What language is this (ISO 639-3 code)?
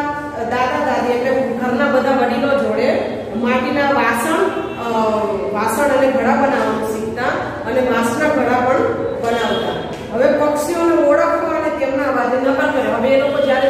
guj